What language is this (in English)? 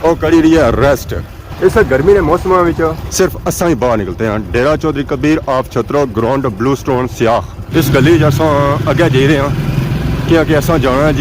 Pahari-Potwari